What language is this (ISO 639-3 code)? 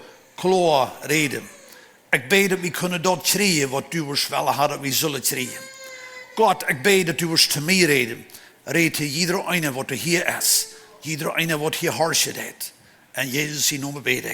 pdt